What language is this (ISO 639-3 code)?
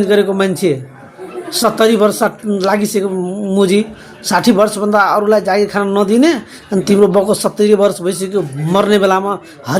nep